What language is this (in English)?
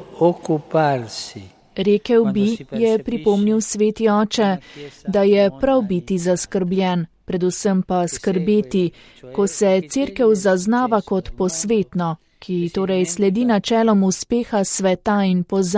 Slovenian